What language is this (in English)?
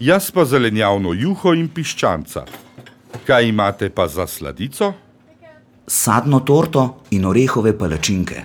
Slovenian